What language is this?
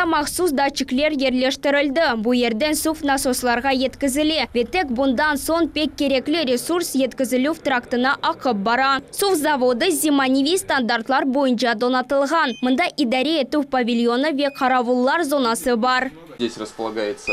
Crimean Tatar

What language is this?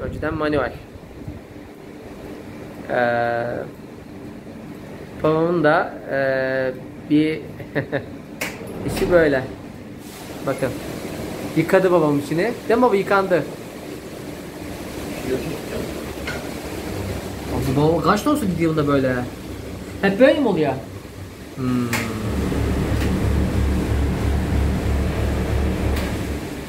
Turkish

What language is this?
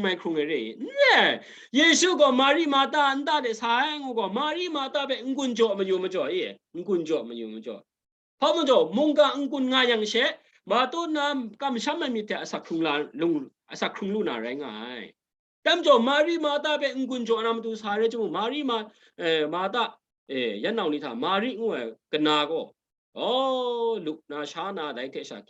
Kachin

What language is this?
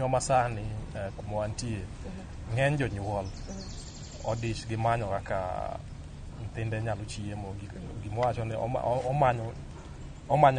Luo (Kenya and Tanzania)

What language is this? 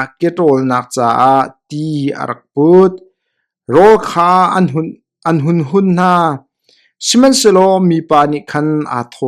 Hakha Chin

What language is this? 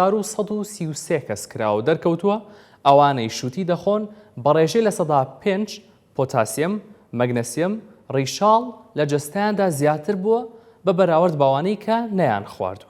Central Kurdish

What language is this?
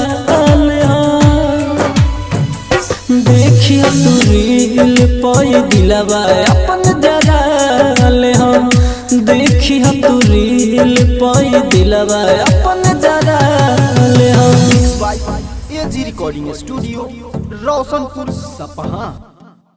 Bhojpuri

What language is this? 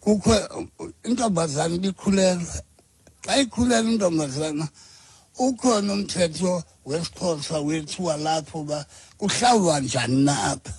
Xhosa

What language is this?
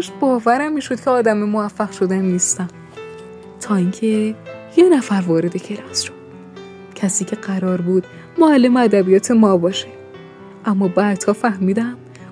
Persian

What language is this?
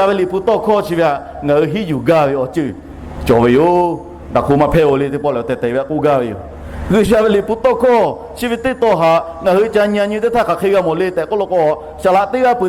Lahu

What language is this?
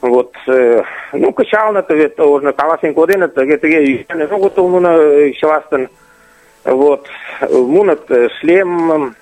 Mari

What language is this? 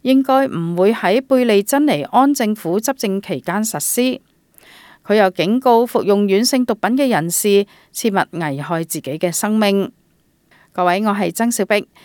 Cantonese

